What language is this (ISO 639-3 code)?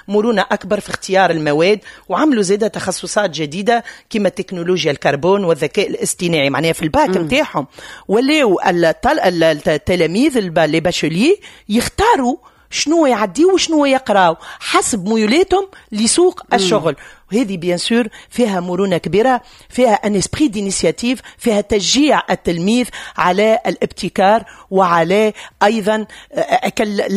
aeb